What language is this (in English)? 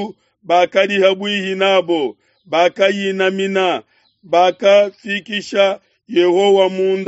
Luba-Lulua